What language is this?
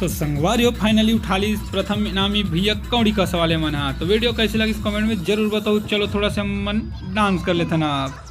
Chhattisgarhi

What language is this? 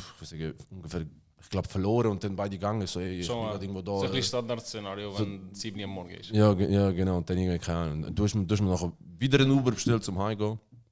Swiss German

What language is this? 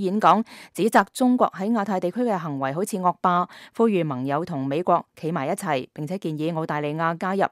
Cantonese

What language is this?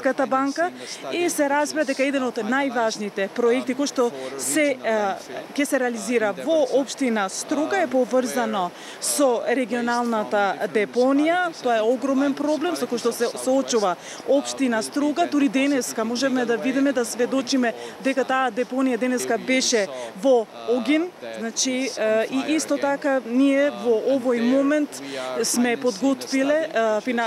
Macedonian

